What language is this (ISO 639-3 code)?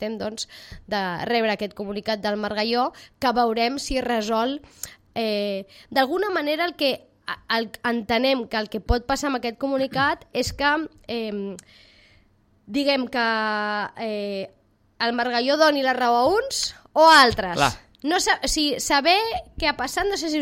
cat